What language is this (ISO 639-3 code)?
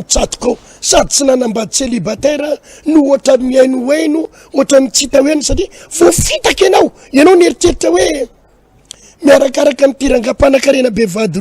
mlg